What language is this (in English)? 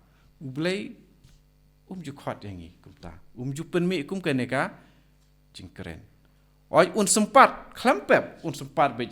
Khasi